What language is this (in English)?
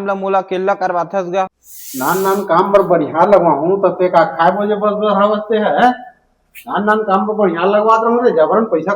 Chhattisgarhi